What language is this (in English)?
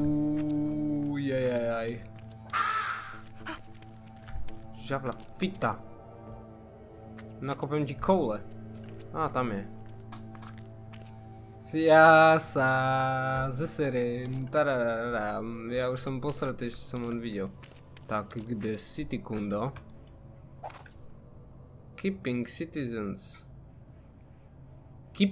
Slovak